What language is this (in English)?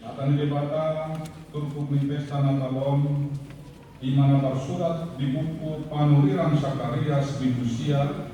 Batak Toba